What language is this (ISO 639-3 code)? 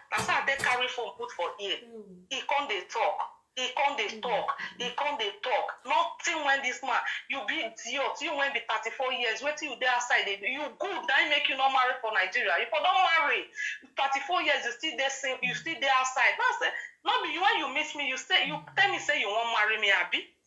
pcm